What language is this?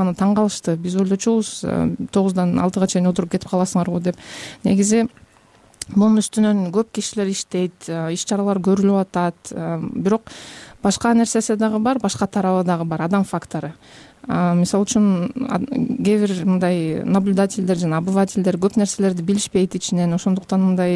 Kyrgyz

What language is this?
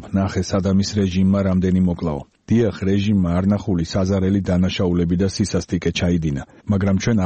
Georgian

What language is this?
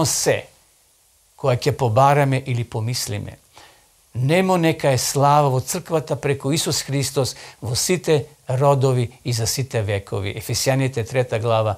Macedonian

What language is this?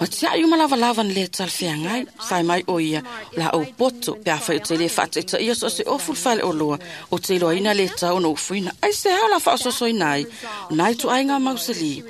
Samoan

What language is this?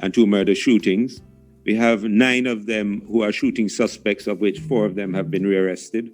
Jamaican Creole English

